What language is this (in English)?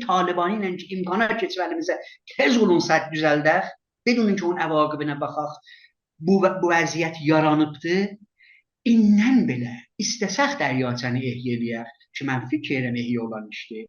South Azerbaijani